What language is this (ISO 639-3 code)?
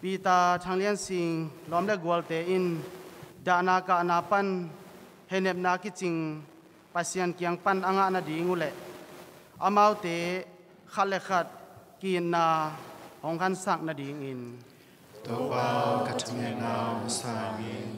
ctd